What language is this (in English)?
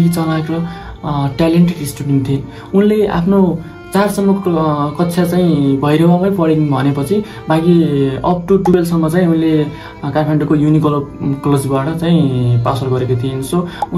Nepali